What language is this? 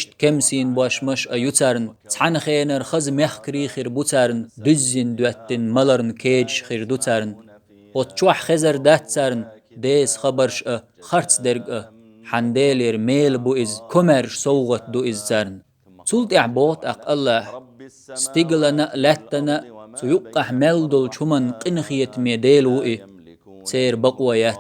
Chechen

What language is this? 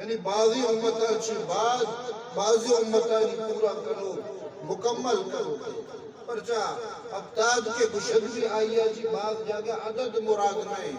Eastern Balochi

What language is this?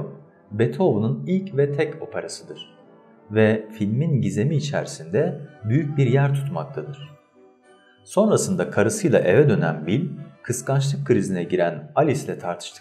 Turkish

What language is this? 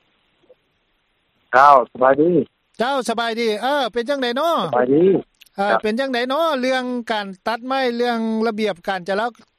Lao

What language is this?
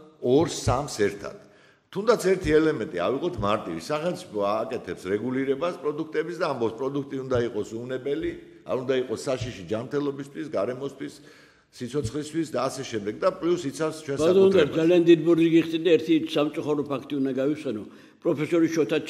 Georgian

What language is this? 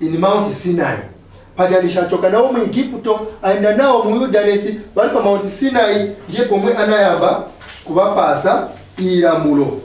Nyanja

